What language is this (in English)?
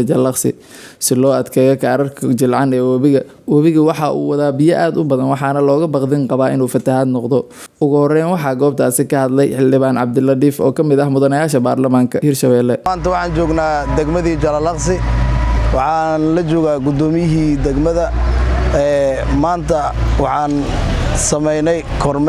Somali